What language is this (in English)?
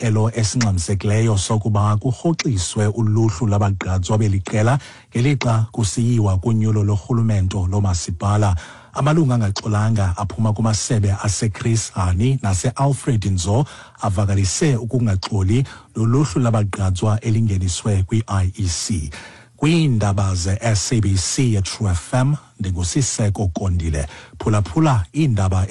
Xhosa